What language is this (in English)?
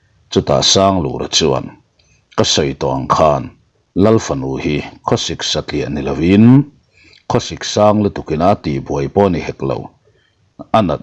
Mizo